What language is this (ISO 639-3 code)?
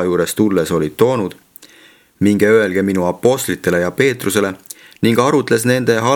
est